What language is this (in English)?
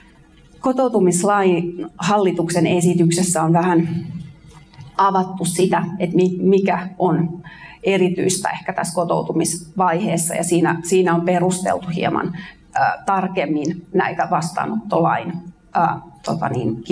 Finnish